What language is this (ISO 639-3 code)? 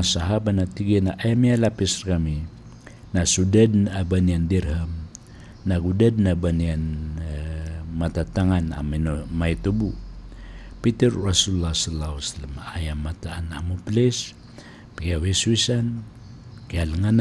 mrw